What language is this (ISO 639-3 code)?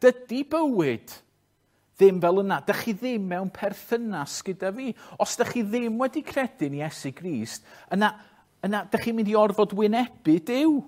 cym